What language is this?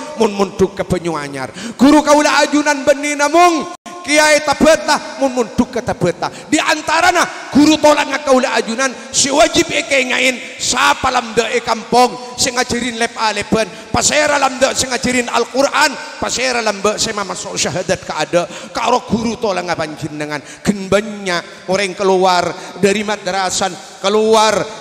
Madurese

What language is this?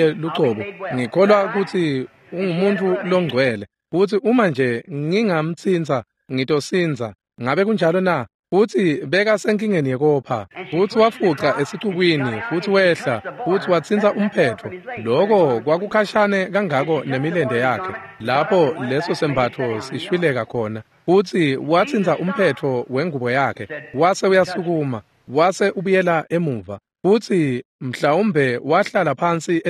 Swati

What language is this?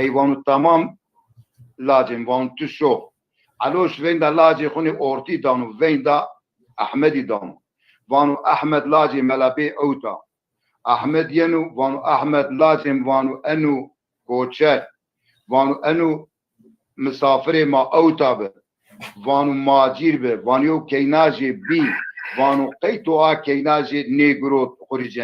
Zaza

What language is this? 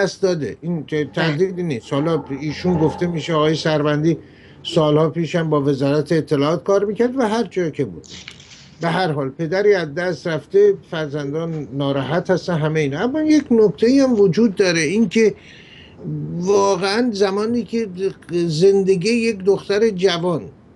Persian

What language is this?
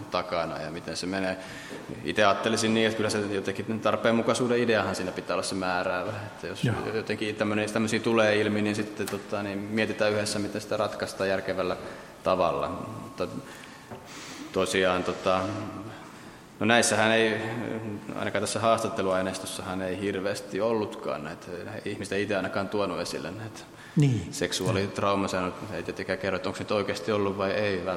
Finnish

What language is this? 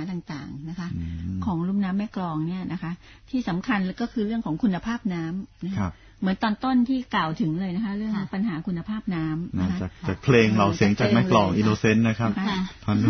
Thai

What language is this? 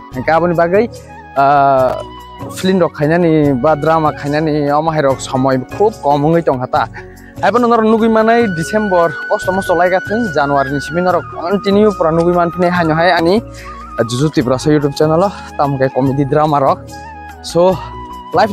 Kok Borok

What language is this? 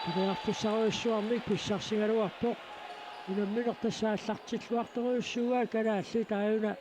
Kalaallisut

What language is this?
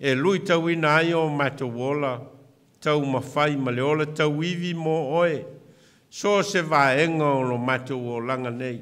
Samoan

